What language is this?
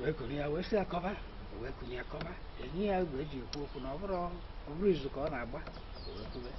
Igbo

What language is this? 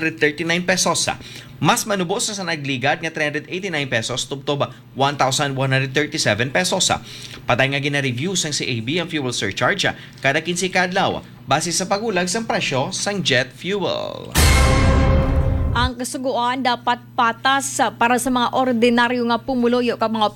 Hiligaynon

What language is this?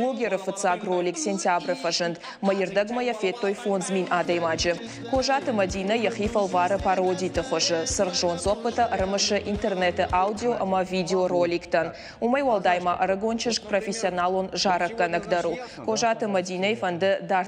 Ossetic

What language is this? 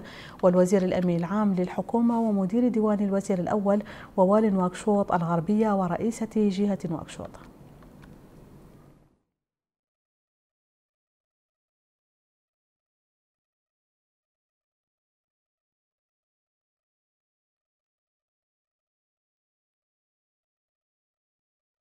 Arabic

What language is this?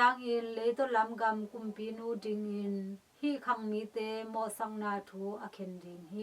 Tedim Chin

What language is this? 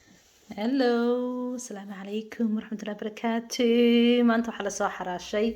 Somali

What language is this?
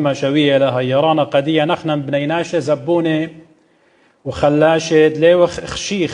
Assyrian Neo-Aramaic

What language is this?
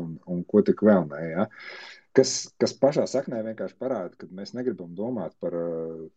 Latvian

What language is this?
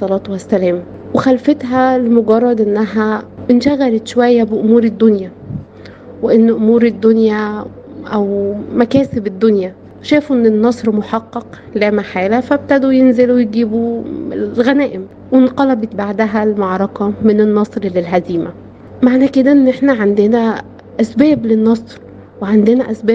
Egyptian Arabic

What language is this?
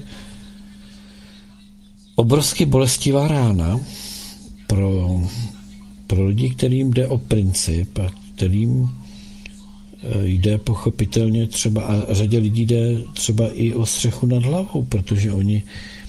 Czech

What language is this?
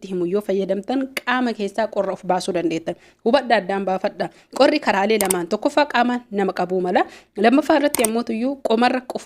Oromo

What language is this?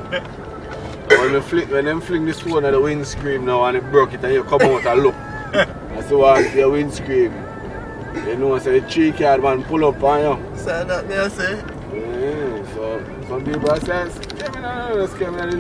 Jamaican Creole English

